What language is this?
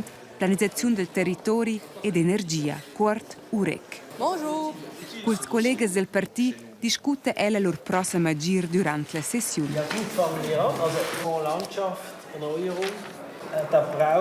Romansh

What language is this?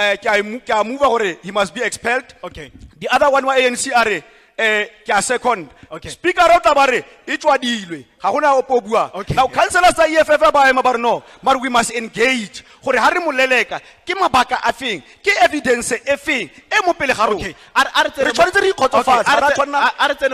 Tswana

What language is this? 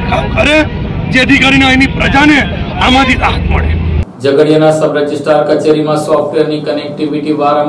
Gujarati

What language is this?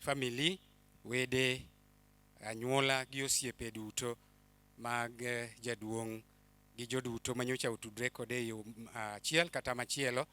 Luo (Kenya and Tanzania)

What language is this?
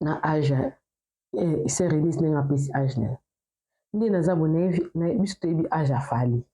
Lingala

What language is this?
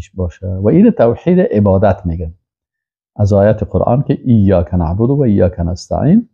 Persian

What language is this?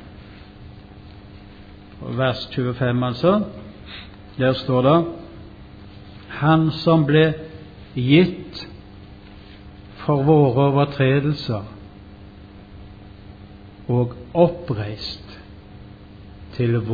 Norwegian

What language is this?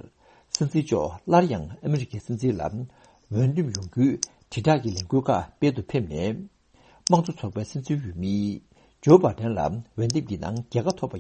Tibetan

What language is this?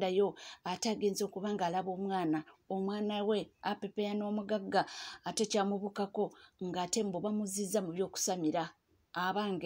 Ganda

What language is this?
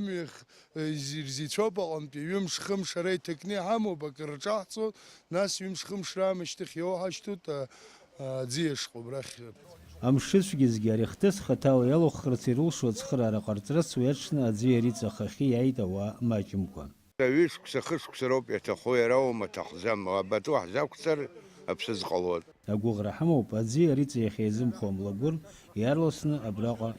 Abkhazian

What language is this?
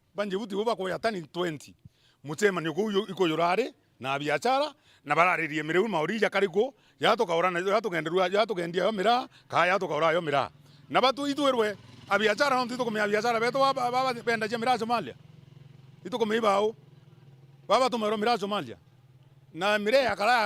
Meru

